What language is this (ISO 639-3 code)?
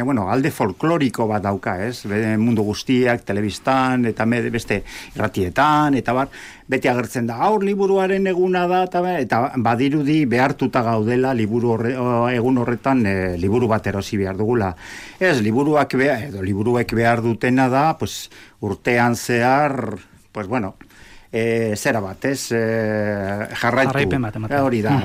eus